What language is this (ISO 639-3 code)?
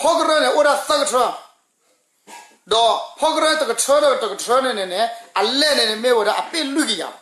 ksw